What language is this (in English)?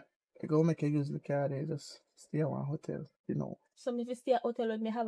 Jamaican Creole English